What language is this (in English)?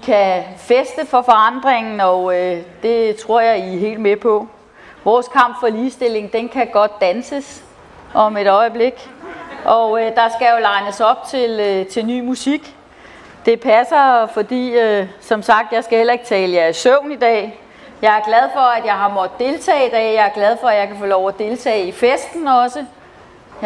Danish